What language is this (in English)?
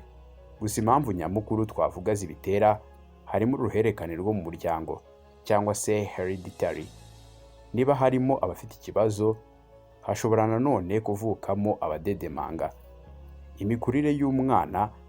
Kinyarwanda